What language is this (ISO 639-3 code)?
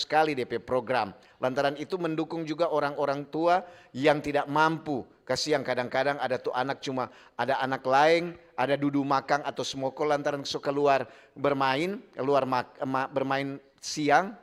xmm